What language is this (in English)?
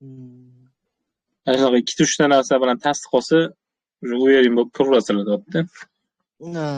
Uzbek